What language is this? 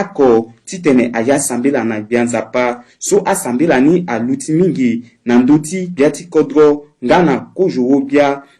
Sango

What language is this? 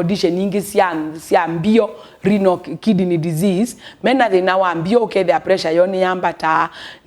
Kamba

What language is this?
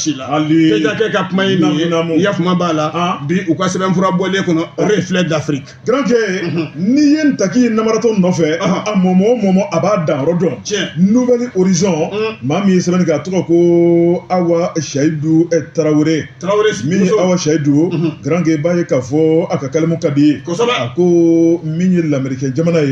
Bambara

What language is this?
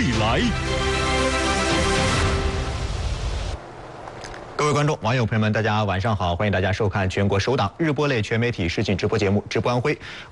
Chinese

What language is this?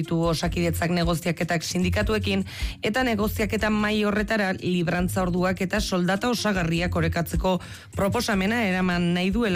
Basque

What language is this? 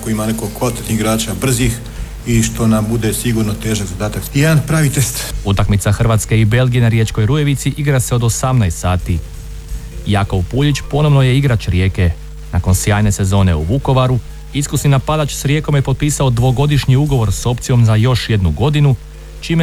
Croatian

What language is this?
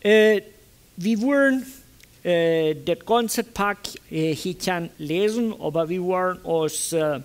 Plautdietsch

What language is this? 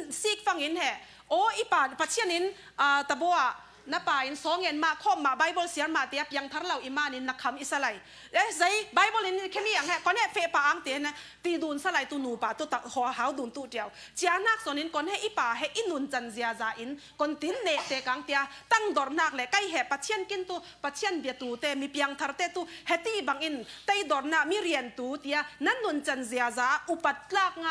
Falam Chin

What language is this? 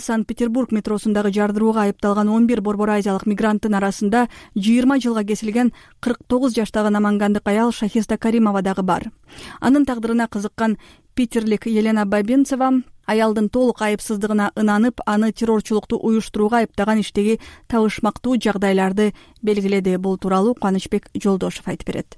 Kyrgyz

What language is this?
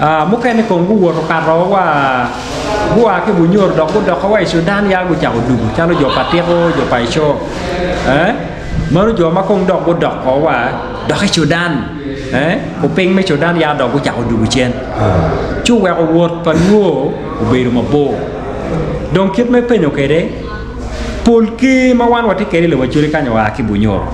Acoli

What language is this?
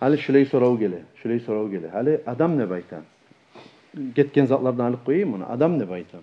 Kumyk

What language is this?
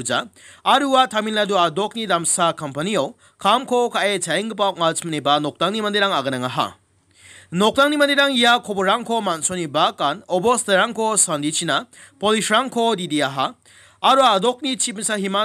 Garo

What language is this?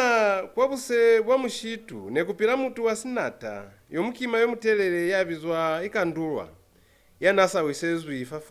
Lozi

